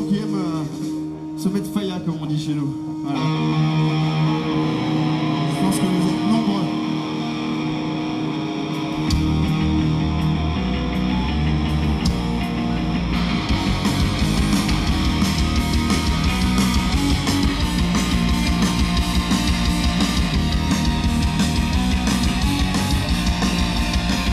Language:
French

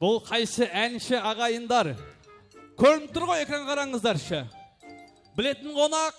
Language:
Kara-Kalpak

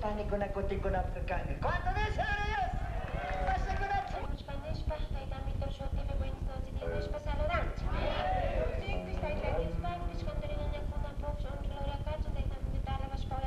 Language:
Chimborazo Highland Quichua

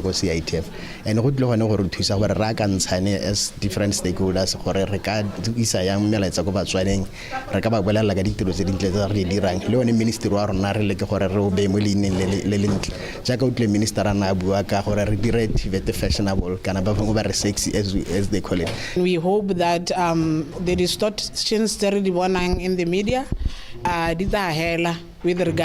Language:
Tswana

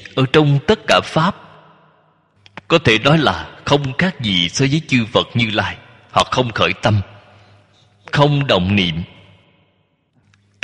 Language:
Vietnamese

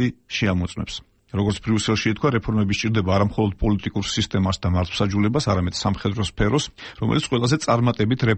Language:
Georgian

